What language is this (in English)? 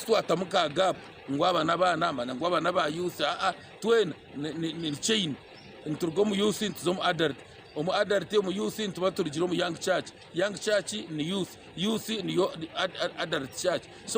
Nyankole